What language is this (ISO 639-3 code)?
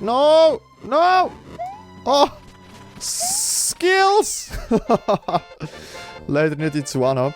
gsw